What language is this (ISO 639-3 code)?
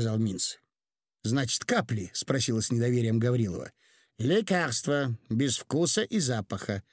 rus